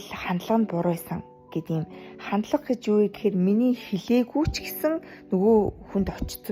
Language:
Mongolian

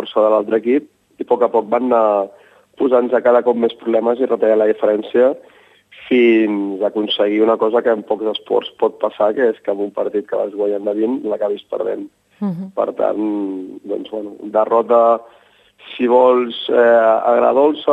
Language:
Catalan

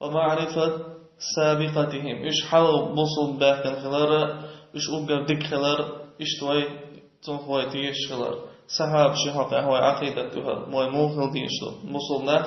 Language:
Chechen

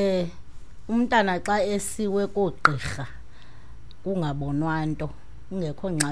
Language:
Xhosa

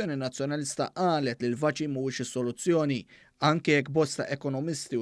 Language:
Maltese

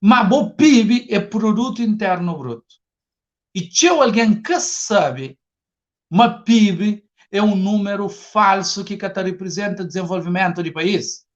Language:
Kabuverdianu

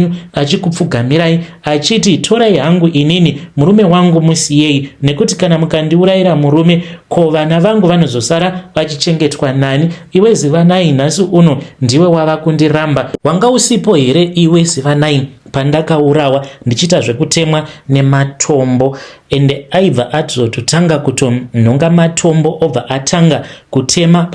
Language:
Shona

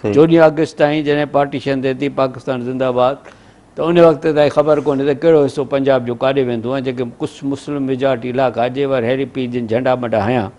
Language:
Sindhi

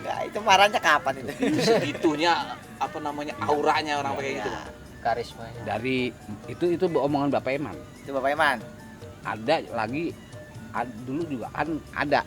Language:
Betawi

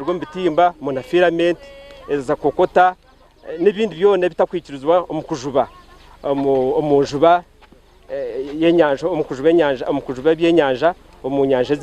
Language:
Nyankole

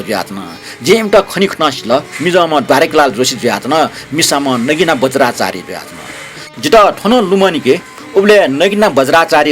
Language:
Newari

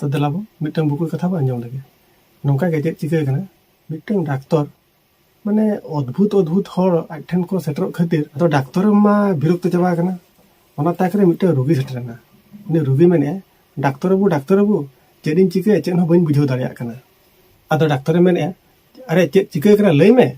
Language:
Santali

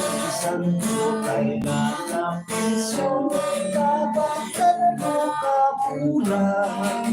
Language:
Hiligaynon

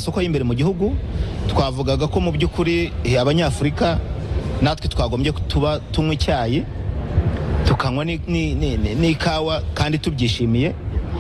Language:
Kinyarwanda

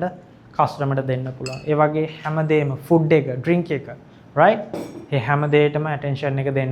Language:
Sinhala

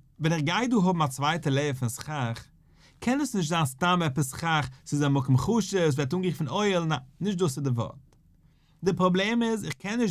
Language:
Yiddish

